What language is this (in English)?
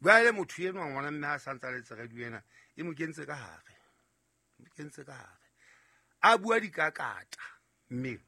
Southern Sotho